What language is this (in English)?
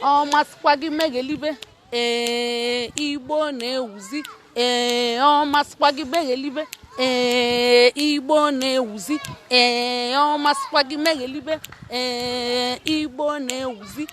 Igbo